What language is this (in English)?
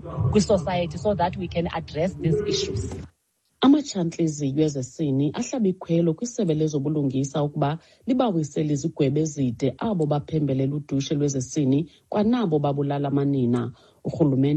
Xhosa